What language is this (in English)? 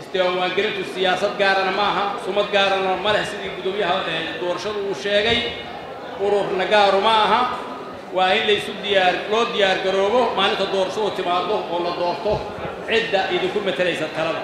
Somali